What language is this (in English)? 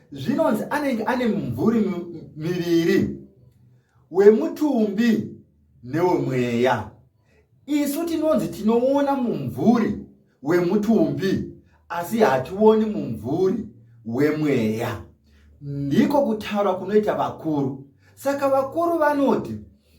Shona